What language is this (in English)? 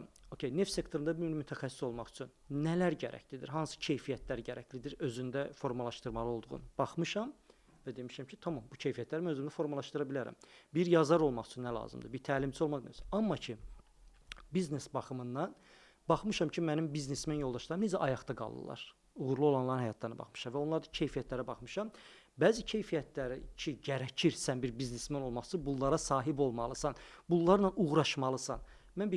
Azerbaijani